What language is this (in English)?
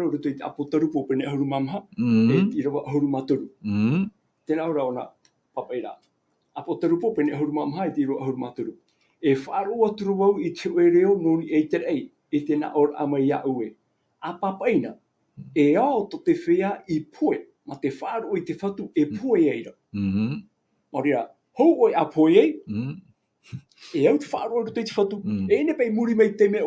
Tahitian